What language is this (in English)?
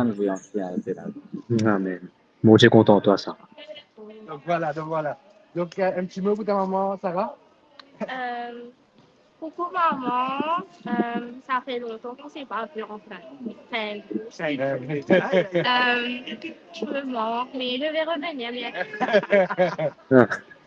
Morisyen